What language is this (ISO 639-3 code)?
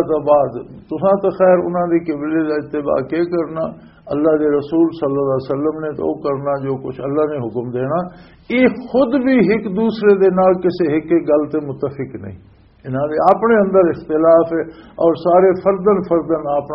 lah